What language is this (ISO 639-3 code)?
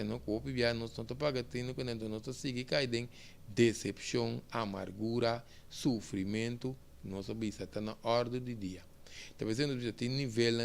pap